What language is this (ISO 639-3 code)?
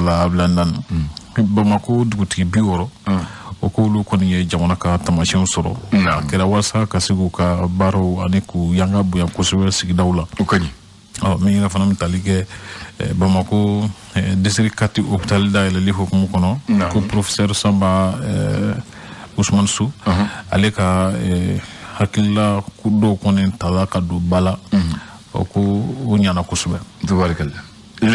bam